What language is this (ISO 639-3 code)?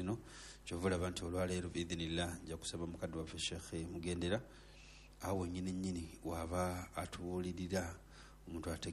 lug